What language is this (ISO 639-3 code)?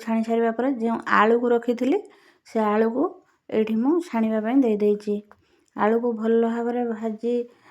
ori